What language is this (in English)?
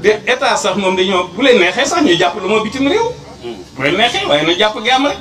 Wolof